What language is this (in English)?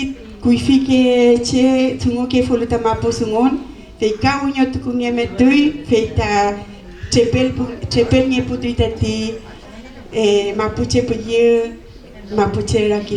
Mapuche